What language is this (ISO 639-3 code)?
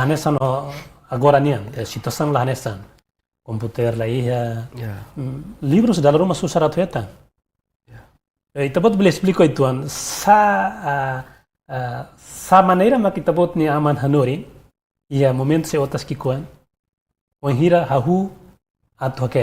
tet